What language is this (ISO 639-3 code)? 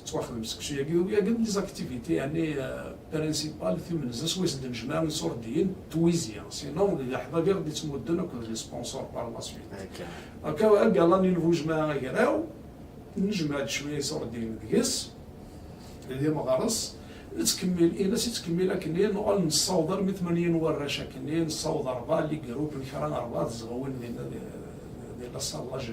kab